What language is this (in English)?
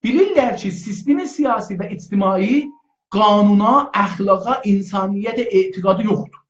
South Azerbaijani